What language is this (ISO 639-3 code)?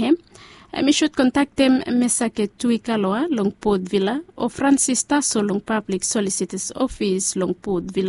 bis